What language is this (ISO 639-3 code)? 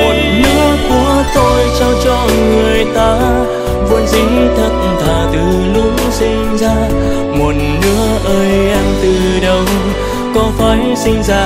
vie